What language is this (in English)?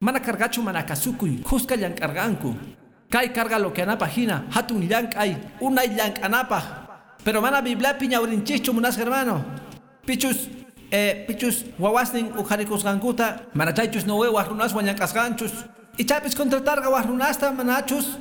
Quechua